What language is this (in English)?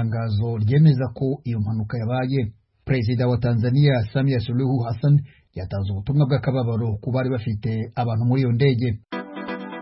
Kinyarwanda